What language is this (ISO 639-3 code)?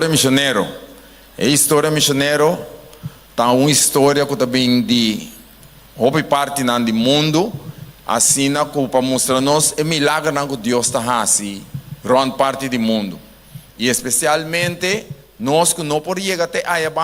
pap